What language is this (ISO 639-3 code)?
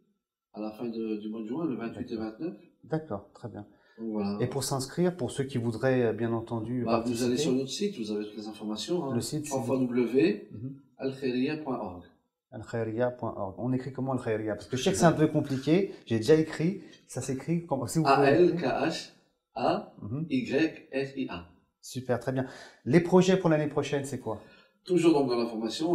fra